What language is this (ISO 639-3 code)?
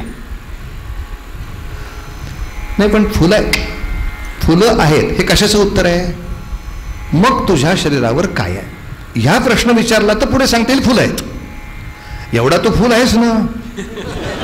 mar